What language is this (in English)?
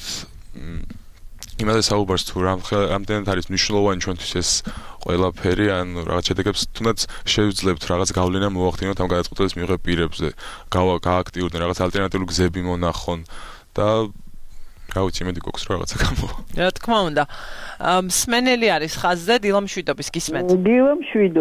Georgian